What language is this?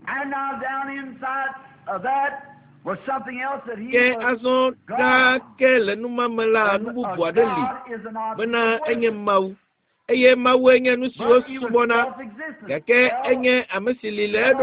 Ewe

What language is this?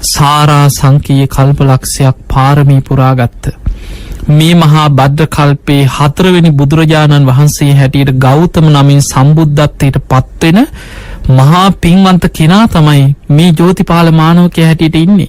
Sinhala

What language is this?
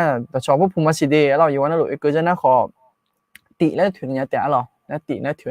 Akha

